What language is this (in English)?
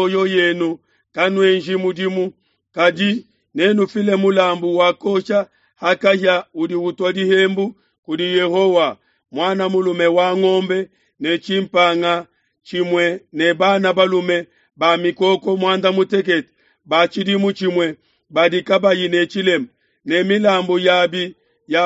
Luba-Lulua